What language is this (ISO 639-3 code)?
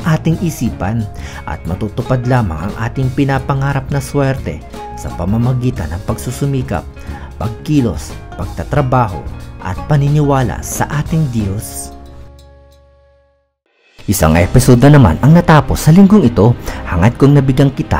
fil